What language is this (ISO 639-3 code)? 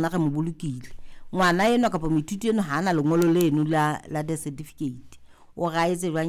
sot